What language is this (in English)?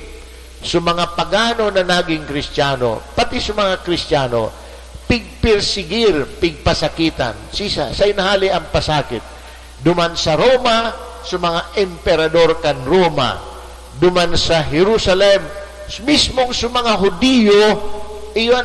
Bikol